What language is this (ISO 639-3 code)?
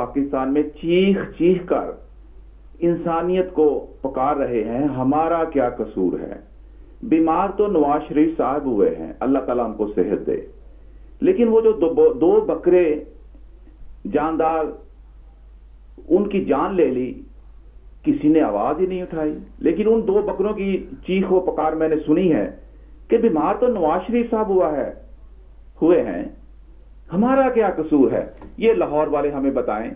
urd